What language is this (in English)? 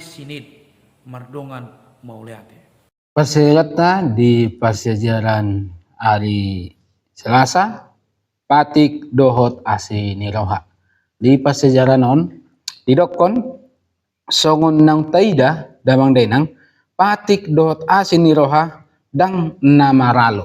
Batak Toba